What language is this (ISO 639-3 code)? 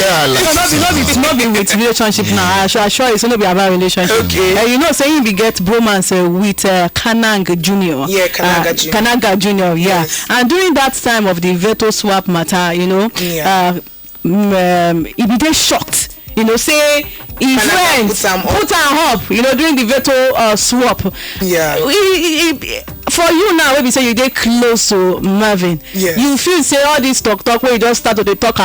pcm